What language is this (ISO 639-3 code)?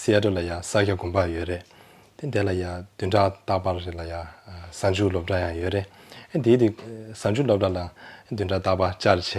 bod